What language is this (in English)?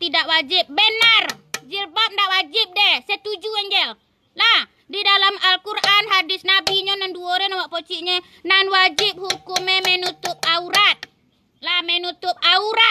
Minangkabau